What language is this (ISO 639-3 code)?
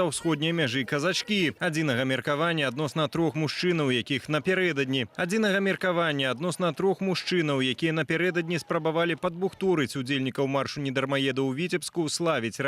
bel